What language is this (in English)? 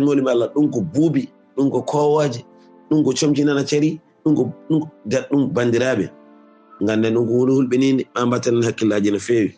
Fula